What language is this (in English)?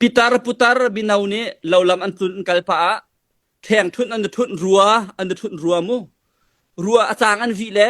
Hakha Chin